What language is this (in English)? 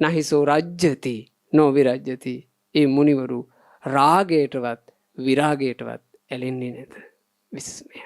Sinhala